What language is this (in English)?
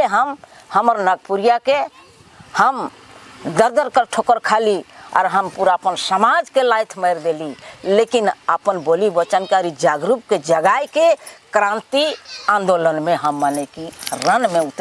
Sadri